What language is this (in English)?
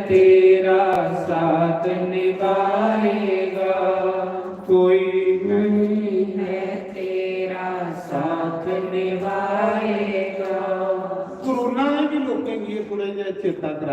Dogri